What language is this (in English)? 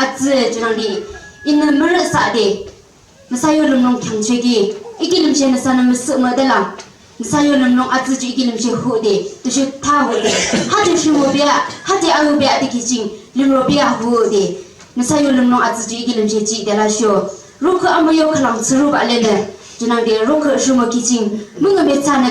Yimchungru Naga